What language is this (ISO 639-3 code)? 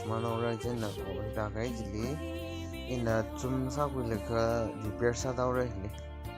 nmf